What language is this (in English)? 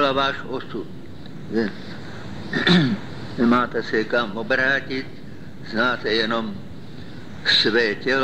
Czech